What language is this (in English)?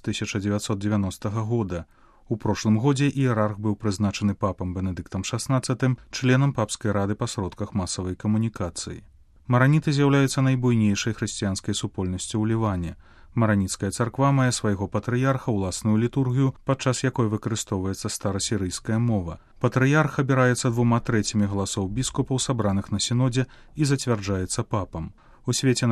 Belarusian